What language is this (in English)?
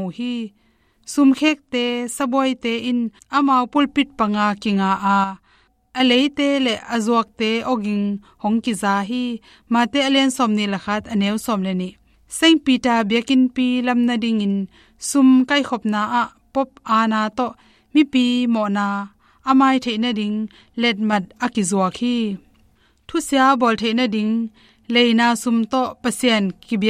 Tedim Chin